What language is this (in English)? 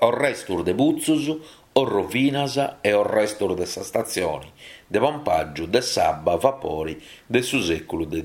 Sardinian